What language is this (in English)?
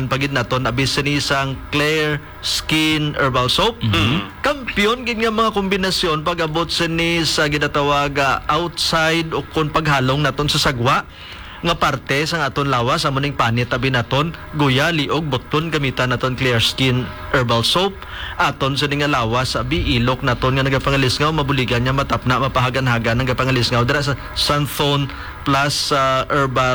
Hiligaynon